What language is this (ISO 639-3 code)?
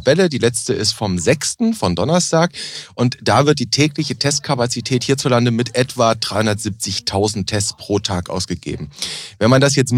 deu